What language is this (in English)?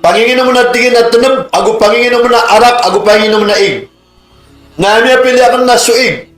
Maranao